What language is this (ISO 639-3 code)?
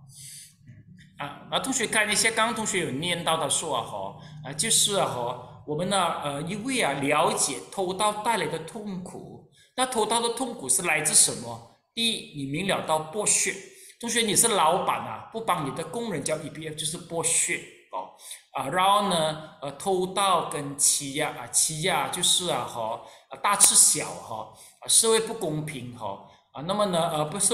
zho